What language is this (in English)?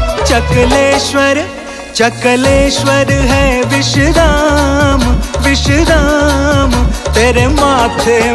Braj